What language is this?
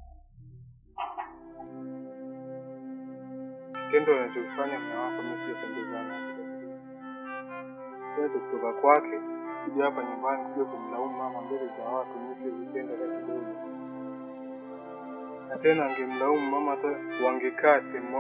Swahili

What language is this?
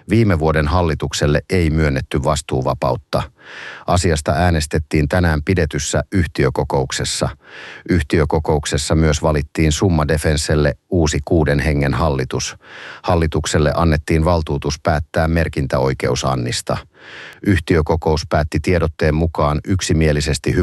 Finnish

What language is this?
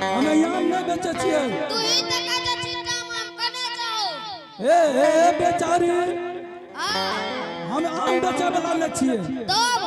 Angika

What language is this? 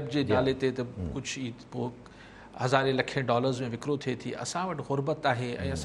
Sindhi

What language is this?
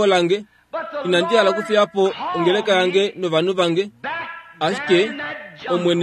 Kuanyama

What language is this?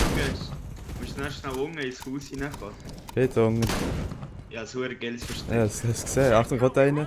Swiss German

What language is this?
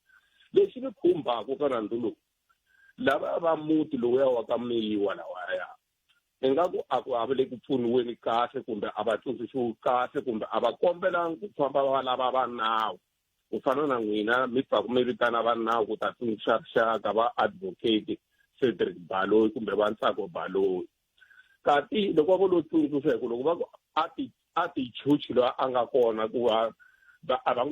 Tsonga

